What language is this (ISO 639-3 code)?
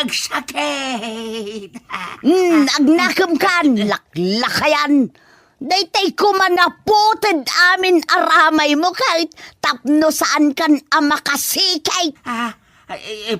ilo